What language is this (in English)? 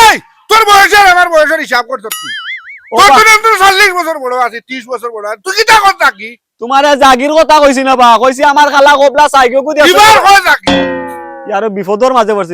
Sylheti